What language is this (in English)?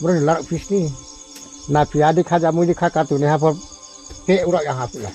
Riang (India)